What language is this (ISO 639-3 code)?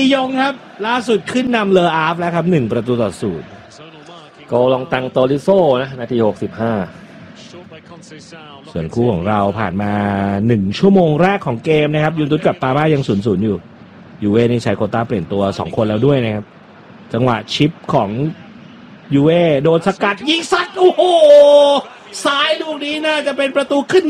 tha